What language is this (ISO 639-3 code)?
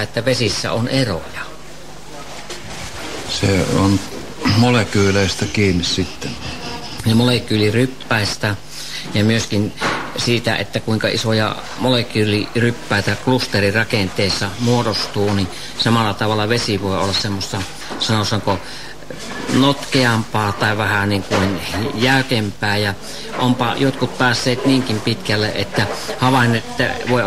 fin